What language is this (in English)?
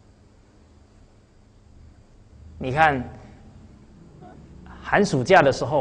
Chinese